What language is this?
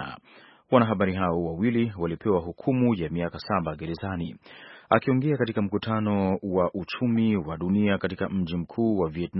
Swahili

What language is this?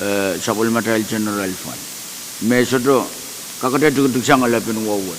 Pohnpeian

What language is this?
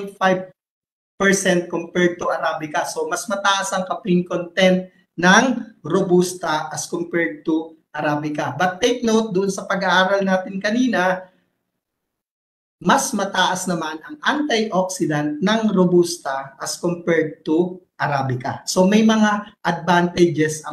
Filipino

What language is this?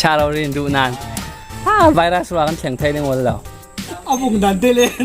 Hakha Chin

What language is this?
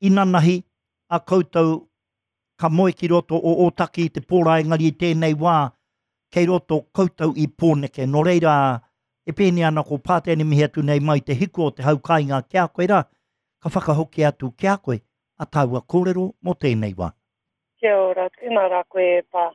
Māori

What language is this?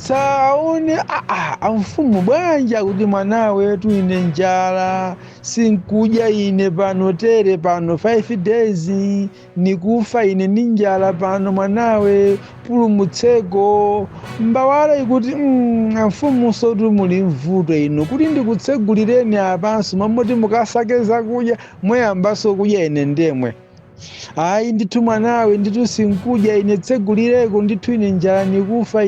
Nyanja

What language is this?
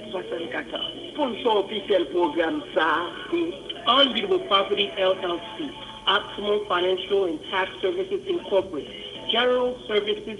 Haitian Creole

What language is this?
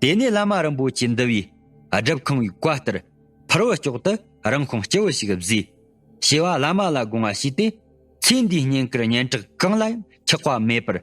Tibetan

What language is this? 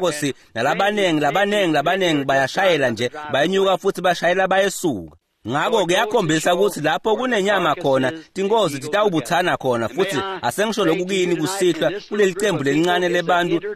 Swati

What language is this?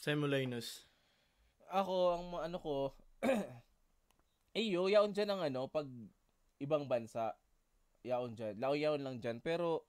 Bikol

